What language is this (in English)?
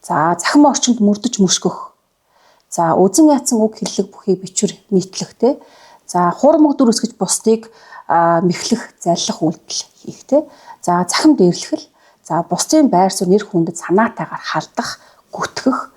Mongolian